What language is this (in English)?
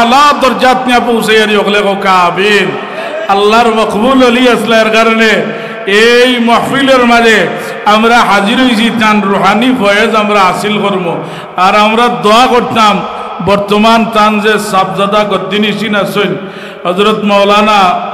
Sylheti